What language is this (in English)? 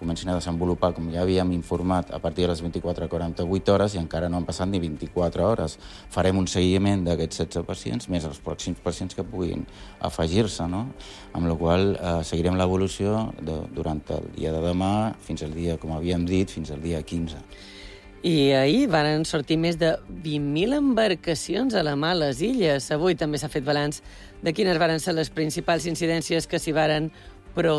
Catalan